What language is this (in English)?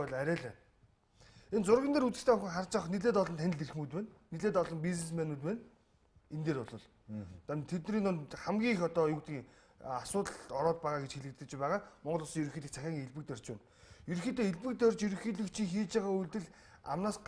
Mongolian